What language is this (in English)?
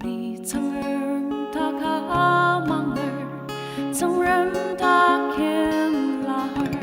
Ao Naga